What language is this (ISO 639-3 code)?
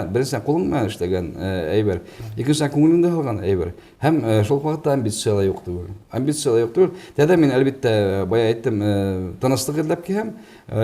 bak